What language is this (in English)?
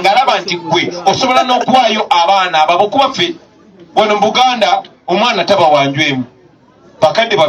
Ganda